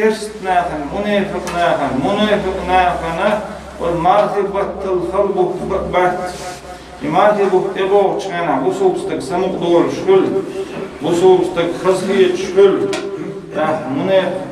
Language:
Chechen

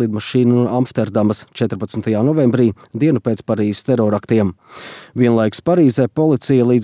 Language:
Latvian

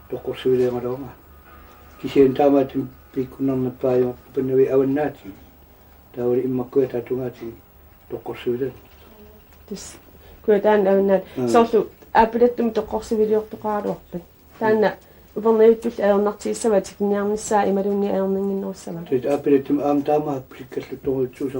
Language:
Kalaallisut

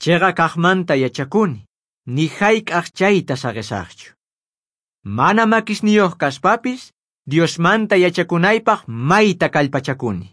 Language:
South Bolivian Quechua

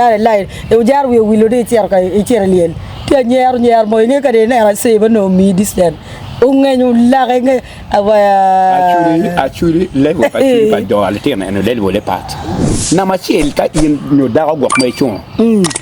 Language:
Acoli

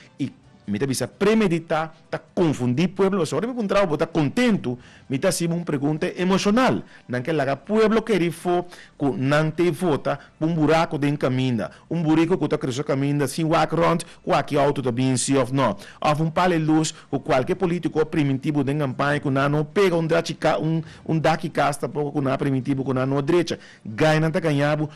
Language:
Papiamento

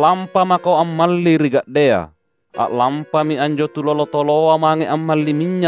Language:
Makasar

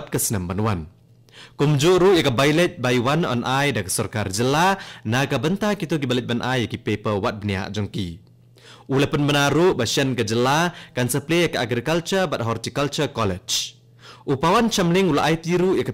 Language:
Khasi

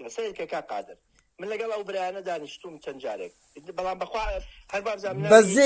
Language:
Central Kurdish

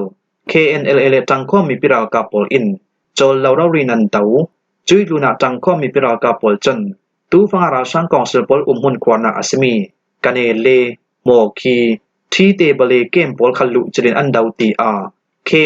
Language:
Falam Chin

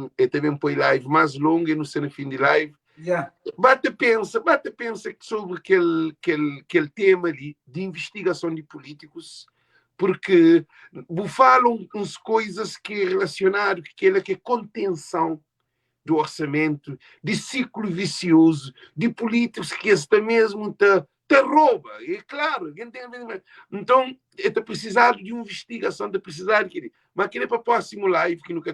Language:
Kabuverdianu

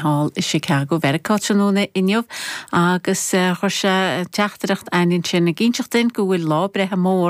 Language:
Irish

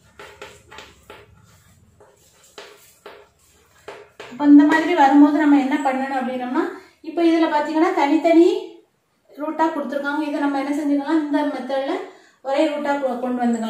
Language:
Tamil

